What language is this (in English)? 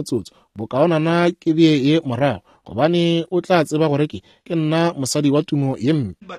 Northern Sotho